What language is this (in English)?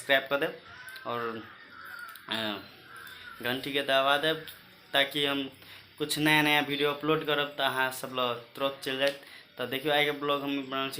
Maithili